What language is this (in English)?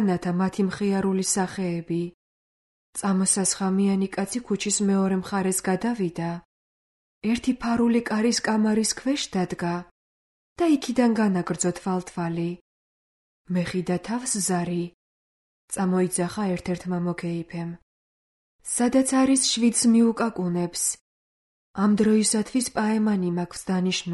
Georgian